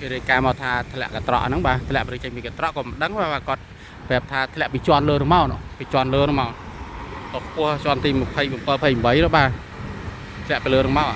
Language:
Khmer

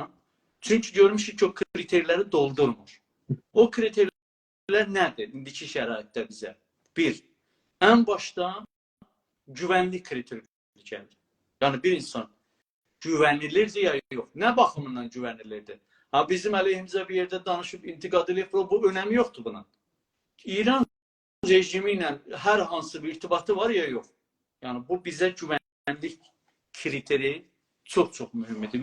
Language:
South Azerbaijani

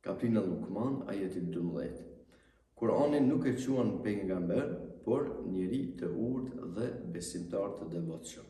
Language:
Albanian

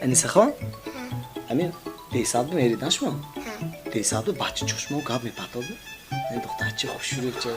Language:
Tajik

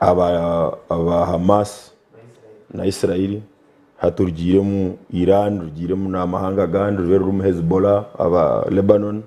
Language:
Nyankole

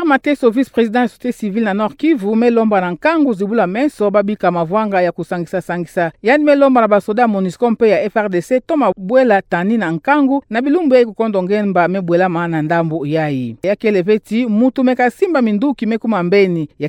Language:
Kituba (Democratic Republic of Congo)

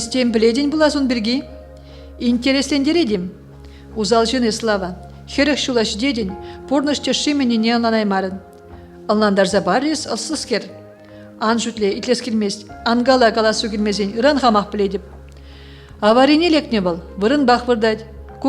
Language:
Chuvash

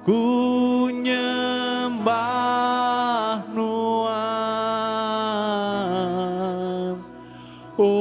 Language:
Iban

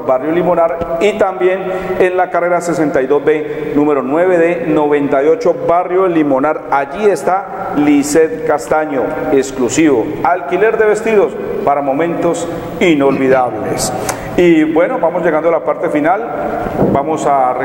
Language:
Spanish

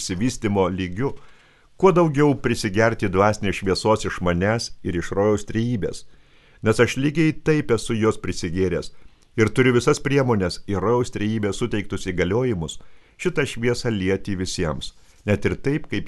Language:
Lithuanian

